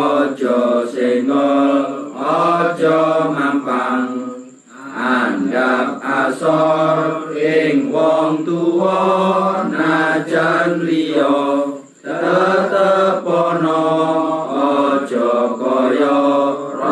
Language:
Javanese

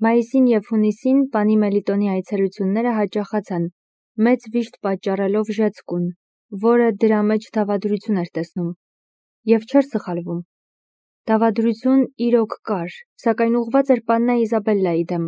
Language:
Armenian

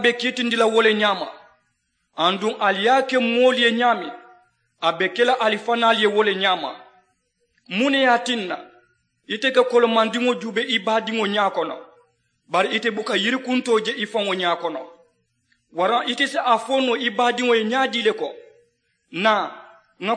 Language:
Mandingo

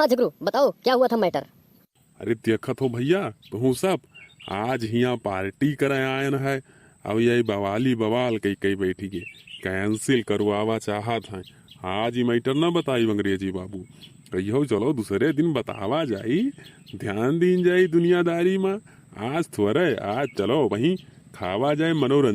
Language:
Awadhi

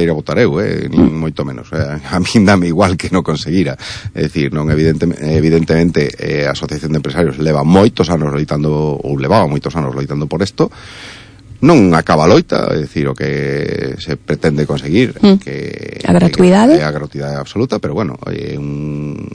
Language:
Galician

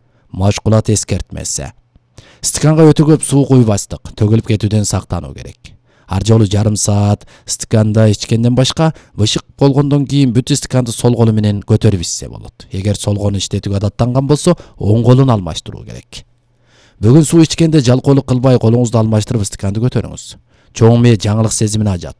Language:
Kyrgyz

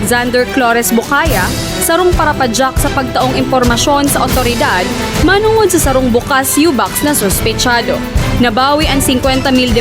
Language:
Bikol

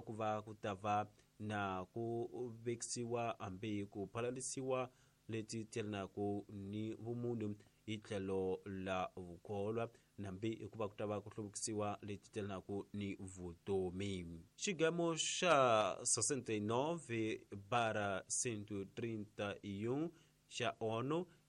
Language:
Tsonga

